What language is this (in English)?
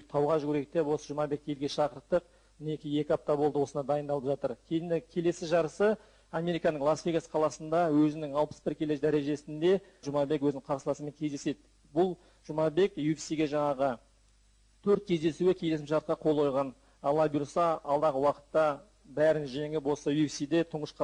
Kazakh